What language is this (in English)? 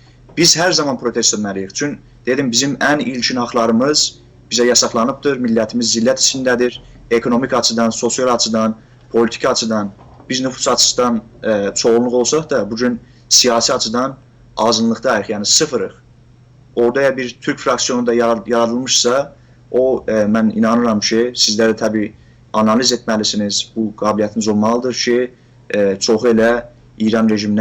South Azerbaijani